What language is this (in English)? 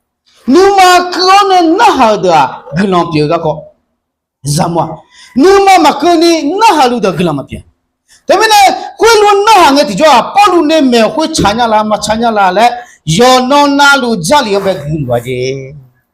Akha